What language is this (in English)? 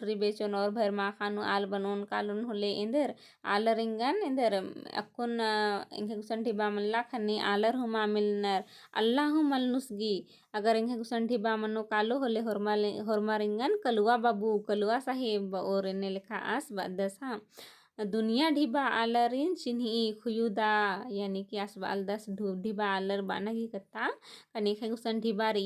Kurukh